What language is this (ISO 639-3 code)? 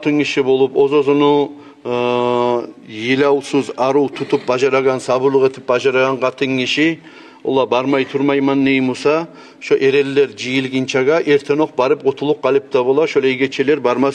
kum